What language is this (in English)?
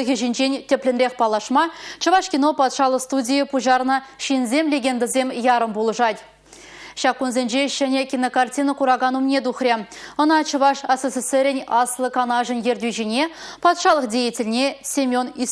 Chuvash